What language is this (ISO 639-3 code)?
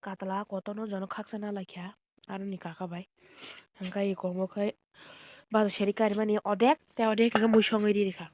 trp